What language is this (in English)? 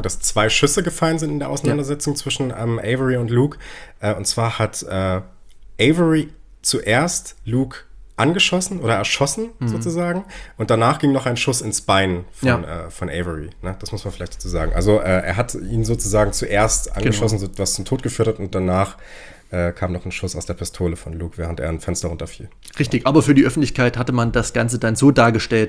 German